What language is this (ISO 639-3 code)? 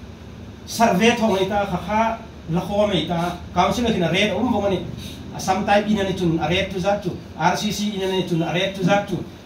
hmr